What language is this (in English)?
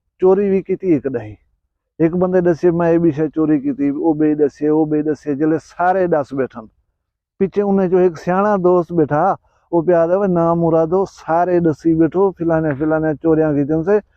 Saraiki